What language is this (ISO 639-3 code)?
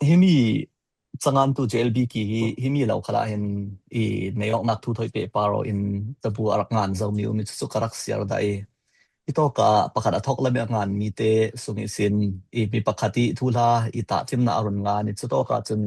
cfm